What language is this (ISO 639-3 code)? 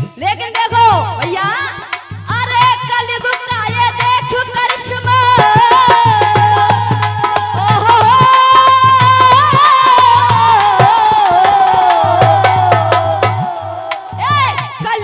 hin